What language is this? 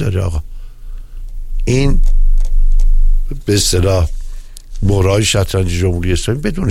Persian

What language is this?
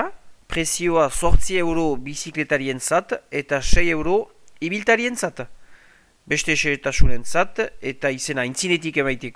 Basque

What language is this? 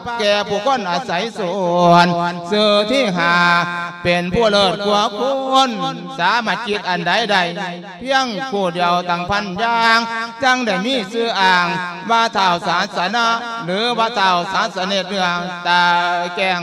Lao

